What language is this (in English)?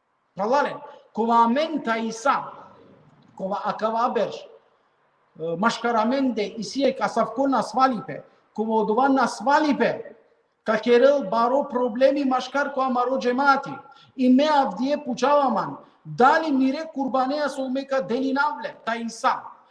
Balkan Romani